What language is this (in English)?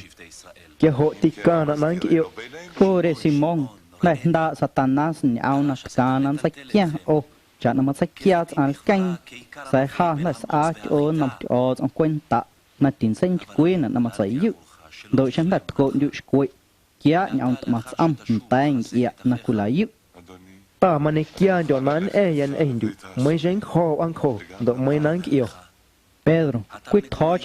Guerrero Amuzgo